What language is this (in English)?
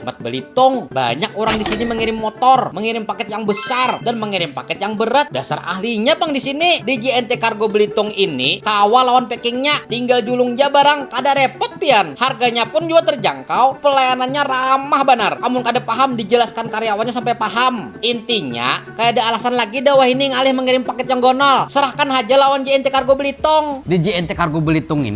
Banjar